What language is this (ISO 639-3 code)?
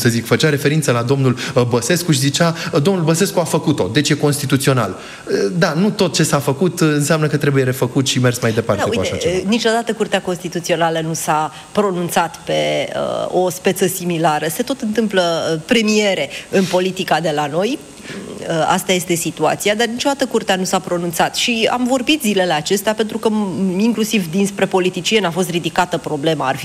ron